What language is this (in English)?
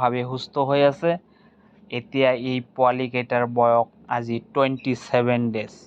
Assamese